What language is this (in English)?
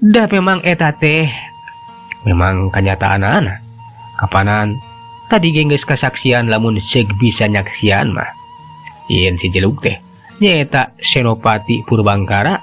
Sundanese